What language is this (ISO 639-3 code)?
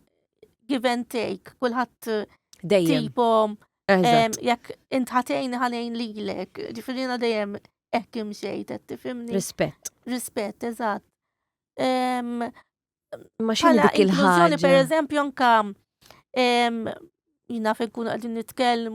mlt